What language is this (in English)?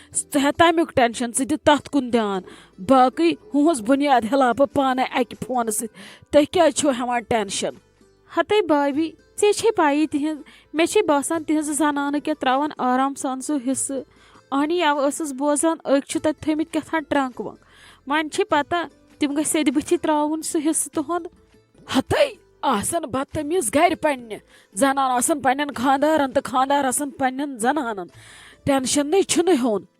Kashmiri